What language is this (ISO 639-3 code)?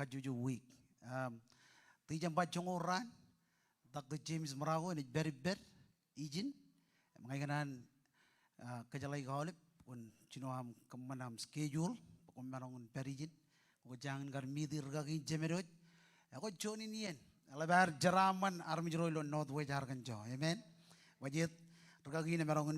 mah